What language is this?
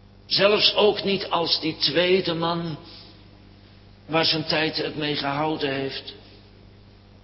Dutch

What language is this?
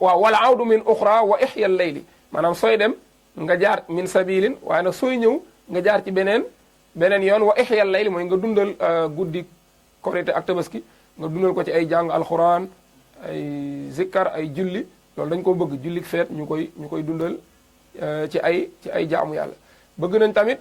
Wolof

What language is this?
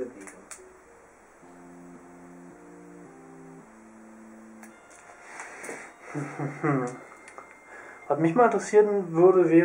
German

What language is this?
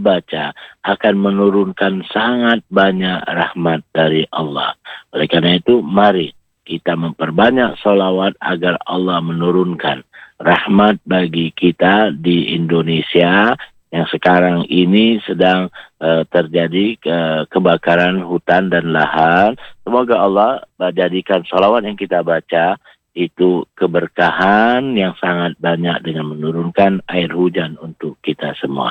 Indonesian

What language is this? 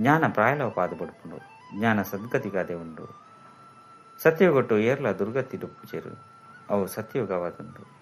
Tulu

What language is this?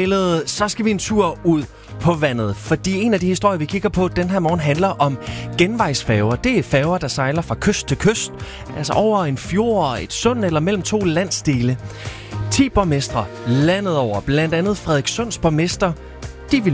Danish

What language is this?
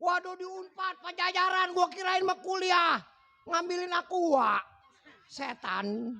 Betawi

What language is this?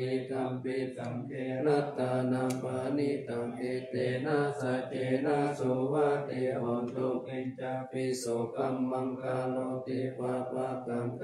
Pali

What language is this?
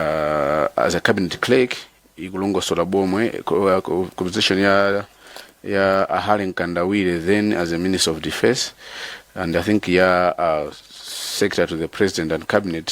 Nyanja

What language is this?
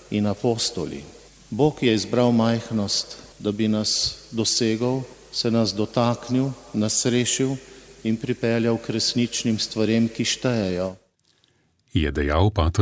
Slovenian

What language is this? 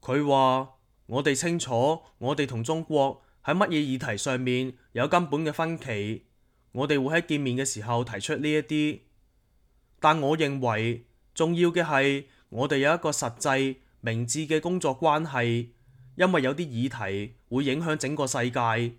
Cantonese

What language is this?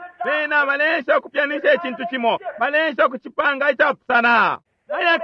Bemba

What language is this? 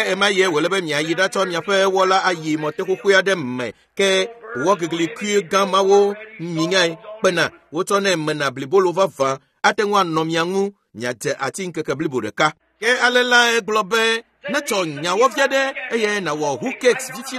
Ewe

